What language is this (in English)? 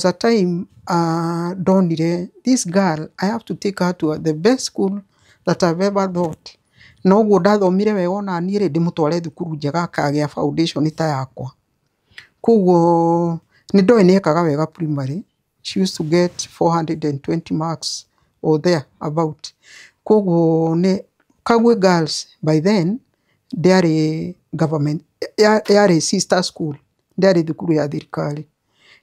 Kikuyu